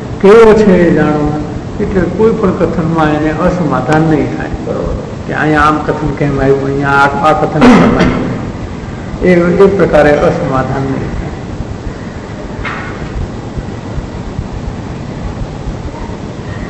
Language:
Gujarati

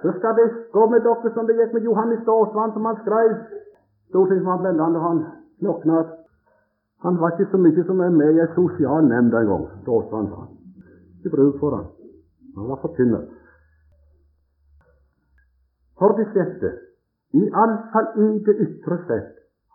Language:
Norwegian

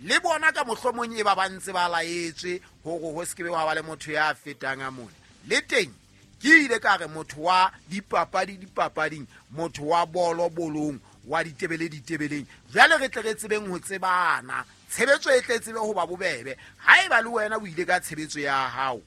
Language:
Southern Sotho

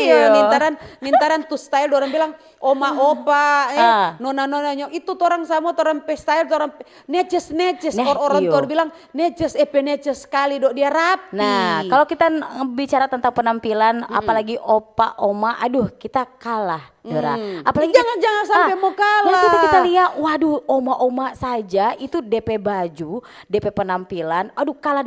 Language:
Manado Malay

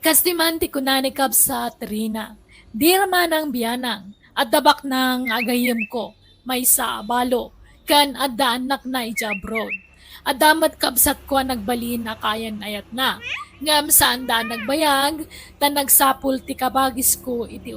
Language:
Iloko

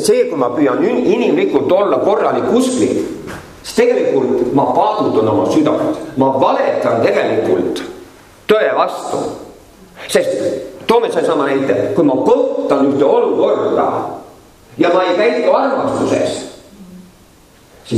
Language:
Estonian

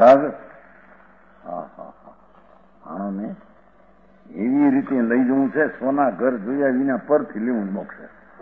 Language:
Gujarati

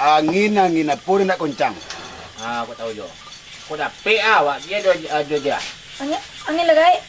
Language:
Minangkabau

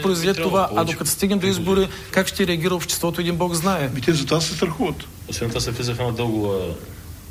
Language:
Bulgarian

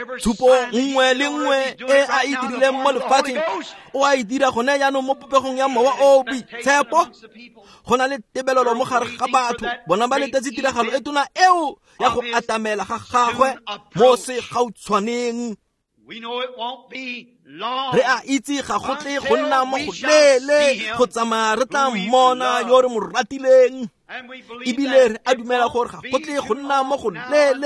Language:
Tswana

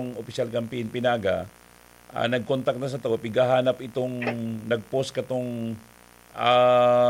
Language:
Bikol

